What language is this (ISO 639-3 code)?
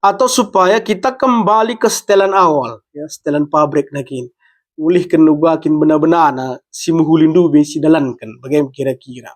btx